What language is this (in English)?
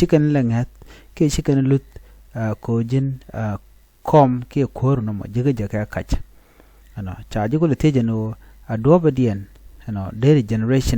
Nuer